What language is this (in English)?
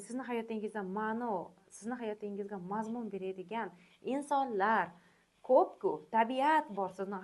Uzbek